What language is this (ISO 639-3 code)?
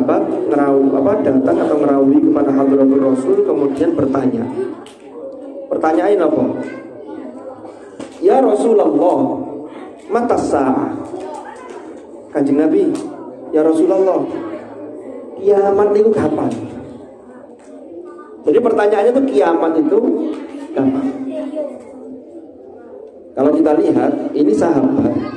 ind